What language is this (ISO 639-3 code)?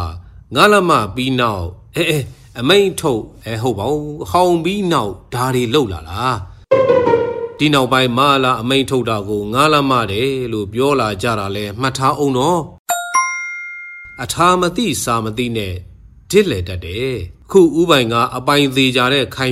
mya